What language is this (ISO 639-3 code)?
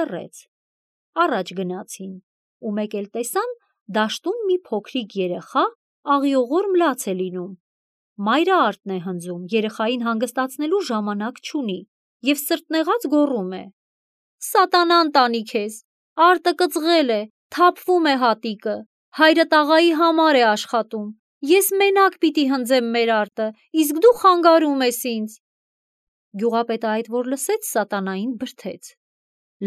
hye